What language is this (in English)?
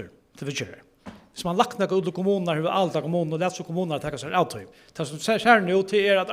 Faroese